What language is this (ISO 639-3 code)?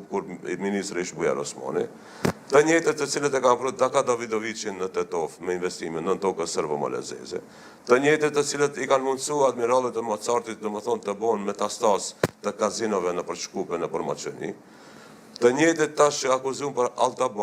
sqi